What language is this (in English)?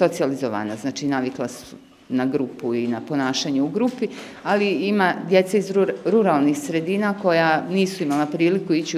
Bosnian